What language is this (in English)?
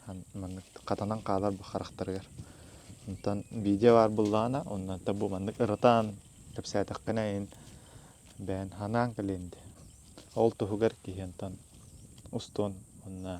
Yakut